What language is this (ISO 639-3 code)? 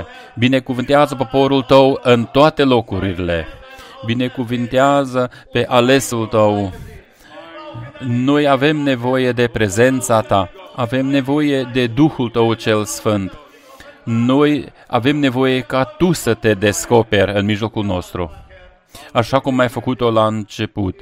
ron